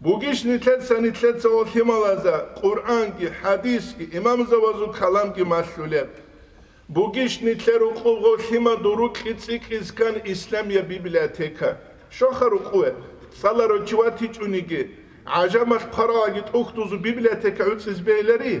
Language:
Avaric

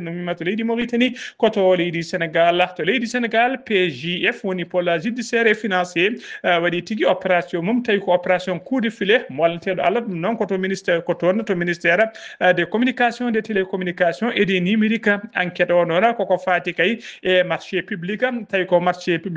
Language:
Fula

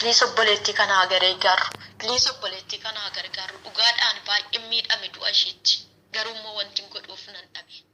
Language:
Oromo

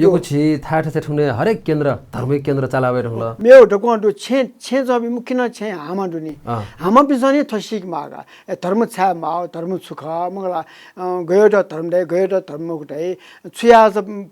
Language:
Newari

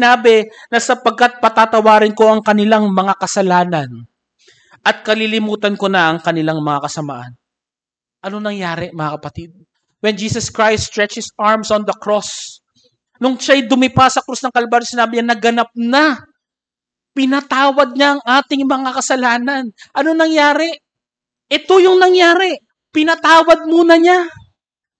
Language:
Filipino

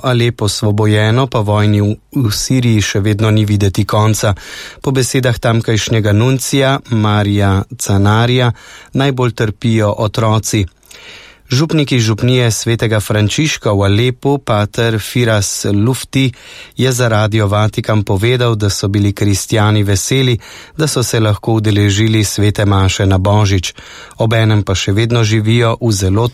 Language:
Slovenian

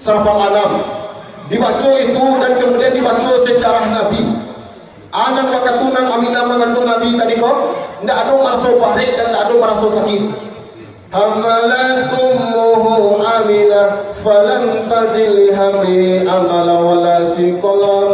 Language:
Minangkabau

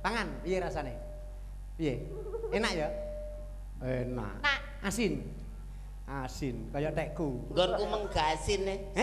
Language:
Javanese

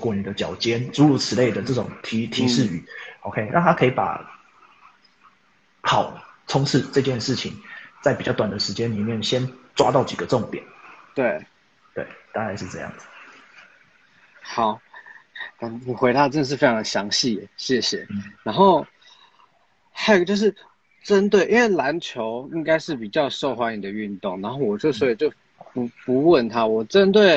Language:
Chinese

